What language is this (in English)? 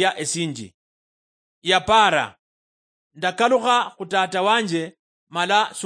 Luyia